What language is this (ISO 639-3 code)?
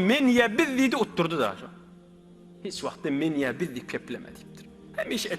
tuk